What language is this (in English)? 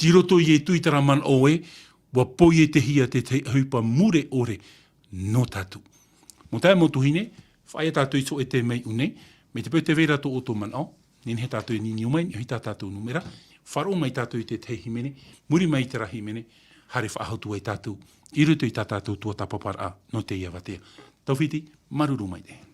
Tahitian